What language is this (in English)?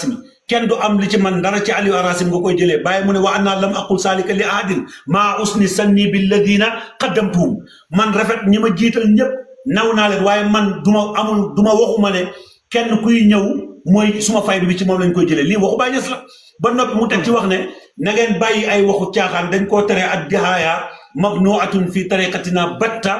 Wolof